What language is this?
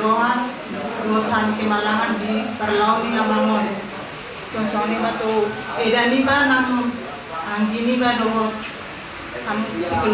Batak Toba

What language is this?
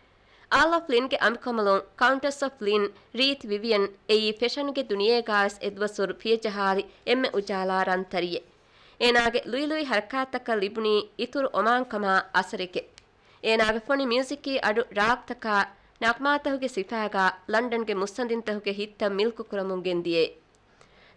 Divehi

